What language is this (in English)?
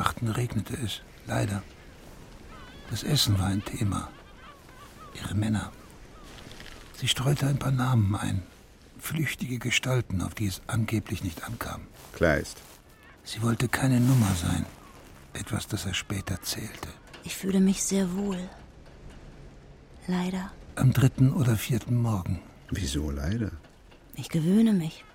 German